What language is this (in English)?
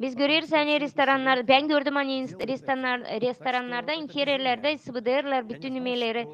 Gagauz